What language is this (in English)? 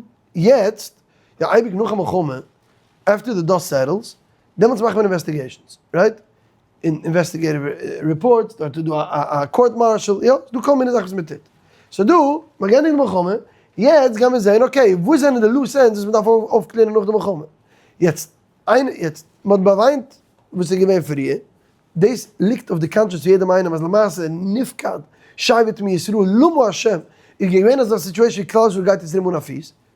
Yiddish